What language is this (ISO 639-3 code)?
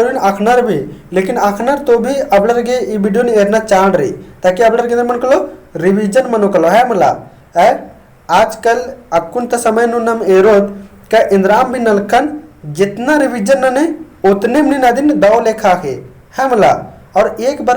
kru